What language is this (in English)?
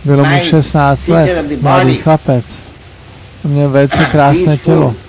Czech